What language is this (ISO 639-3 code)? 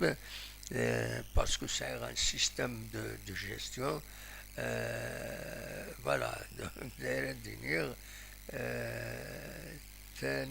kab